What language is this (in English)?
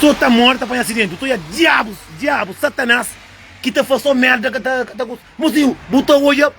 Kabuverdianu